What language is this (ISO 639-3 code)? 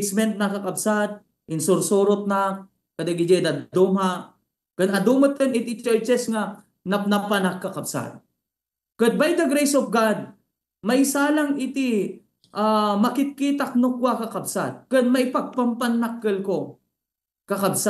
ilo